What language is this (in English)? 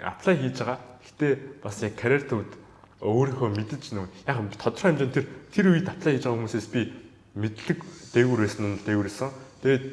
Mongolian